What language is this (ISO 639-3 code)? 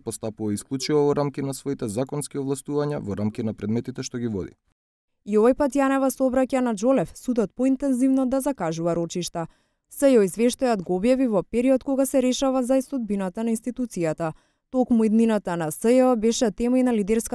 mkd